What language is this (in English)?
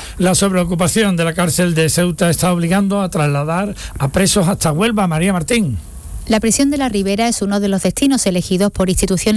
Spanish